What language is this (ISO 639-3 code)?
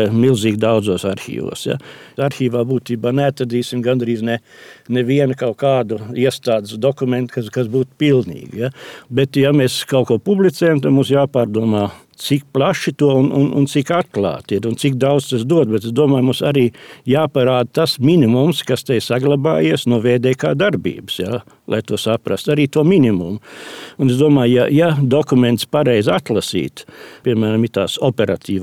lav